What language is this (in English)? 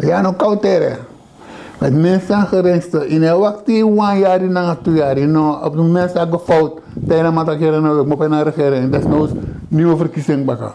Sranan Tongo